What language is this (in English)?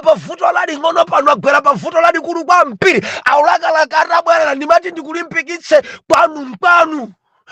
Nyanja